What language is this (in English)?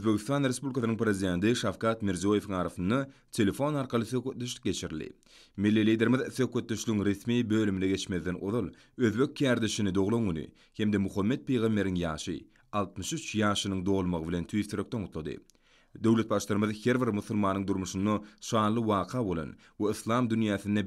Turkmen